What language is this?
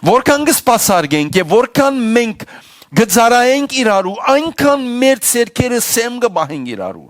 Western Armenian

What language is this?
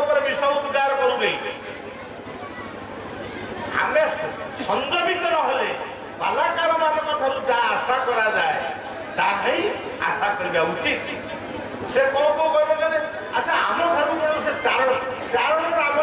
Odia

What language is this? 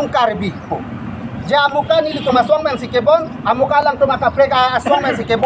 Karbi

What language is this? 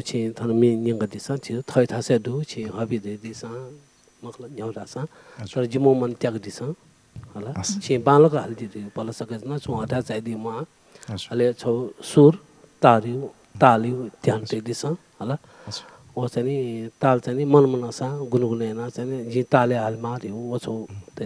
Newari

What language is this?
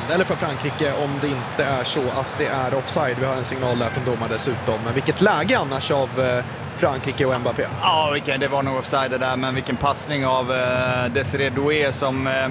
Swedish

